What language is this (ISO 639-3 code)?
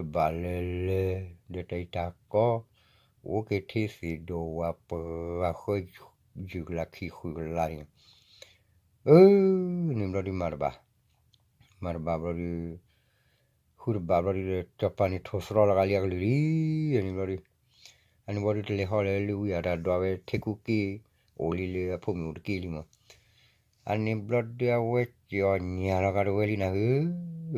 ksw